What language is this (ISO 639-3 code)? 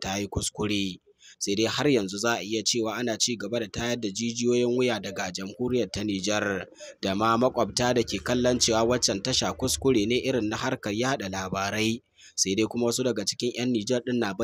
hau